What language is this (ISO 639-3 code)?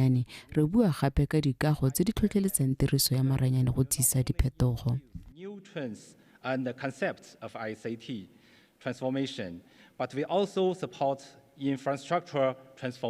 tsn